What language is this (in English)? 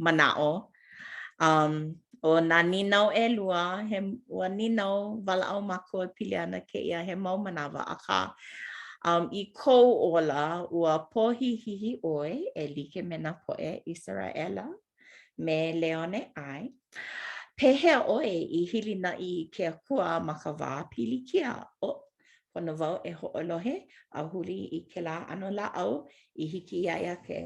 Hawaiian